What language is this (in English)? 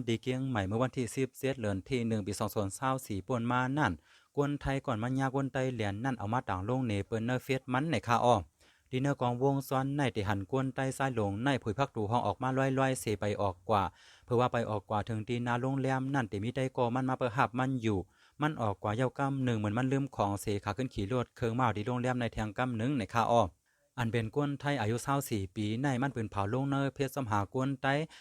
Shan